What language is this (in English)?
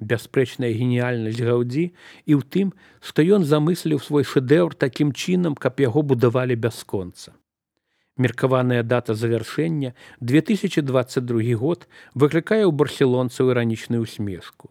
Belarusian